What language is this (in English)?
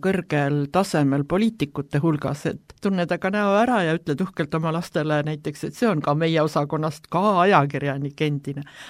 Estonian